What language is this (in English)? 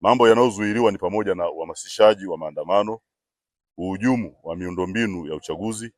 Swahili